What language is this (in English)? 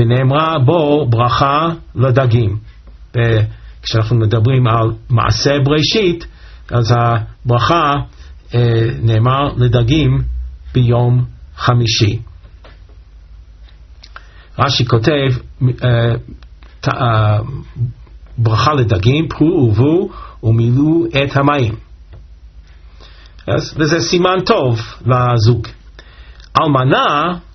Hebrew